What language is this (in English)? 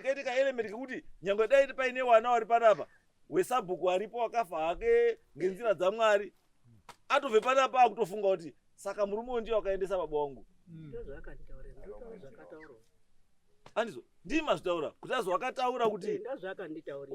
Shona